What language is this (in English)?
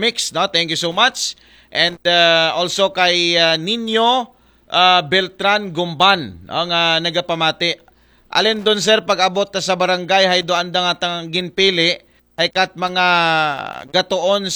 Aklanon